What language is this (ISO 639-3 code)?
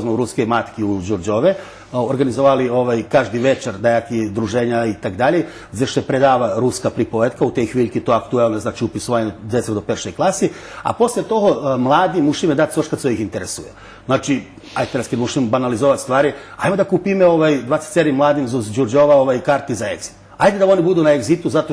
rue